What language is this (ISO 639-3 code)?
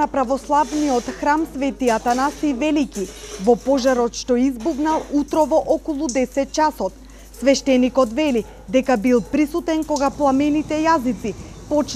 mkd